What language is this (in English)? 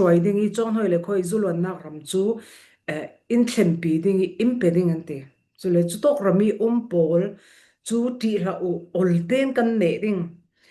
Falam Chin